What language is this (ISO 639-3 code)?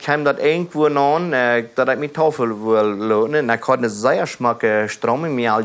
pdt